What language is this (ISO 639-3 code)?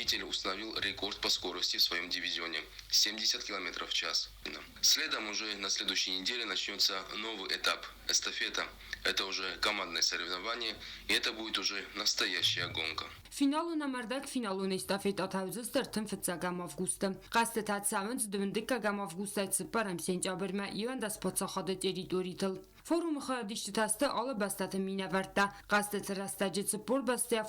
oss